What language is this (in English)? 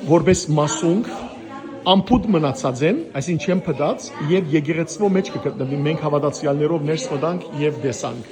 Western Armenian